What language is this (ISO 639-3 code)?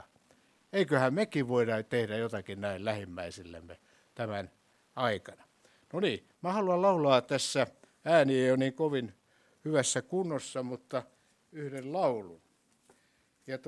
fin